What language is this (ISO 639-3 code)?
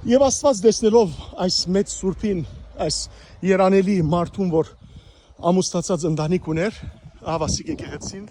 hyw